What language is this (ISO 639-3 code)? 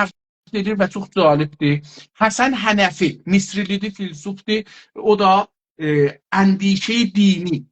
azb